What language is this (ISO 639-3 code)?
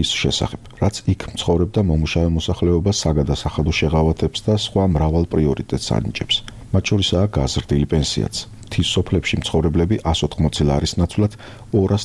kat